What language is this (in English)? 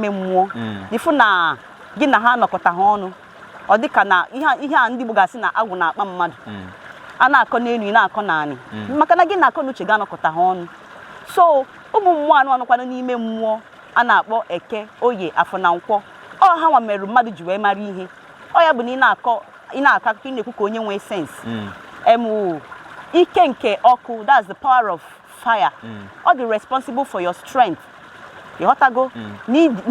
Igbo